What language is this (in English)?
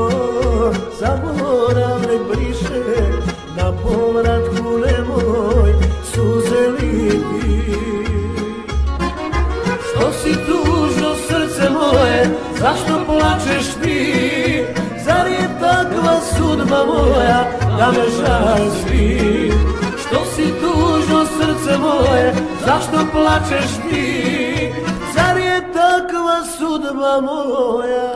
Croatian